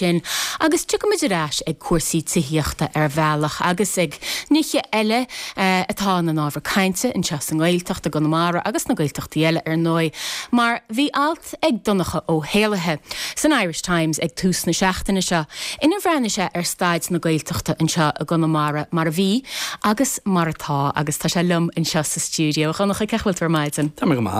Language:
Irish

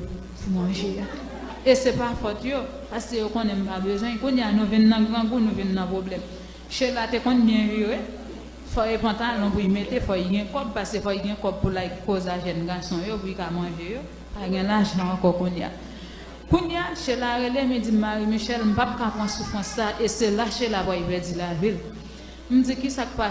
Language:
Haitian Creole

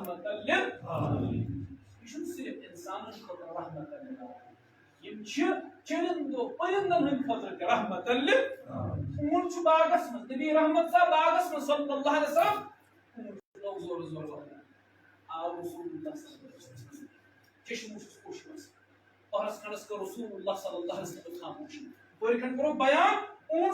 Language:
Kashmiri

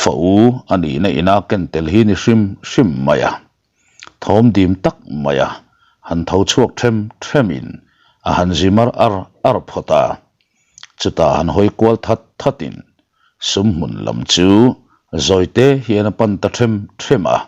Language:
Mizo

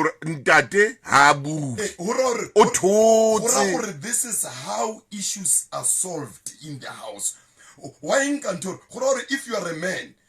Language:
Southern Sotho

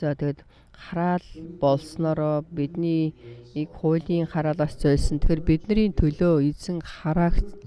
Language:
Mongolian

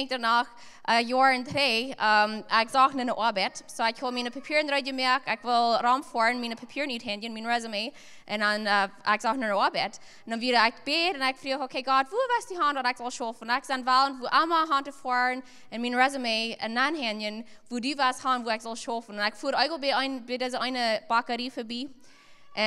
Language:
Plautdietsch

